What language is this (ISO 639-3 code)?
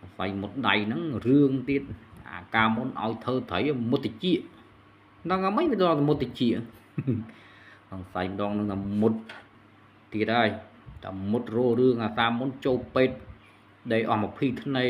khm